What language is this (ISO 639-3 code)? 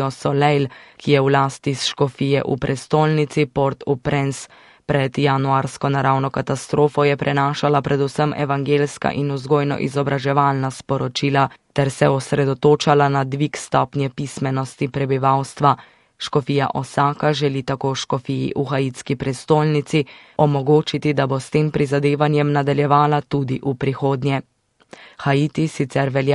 slv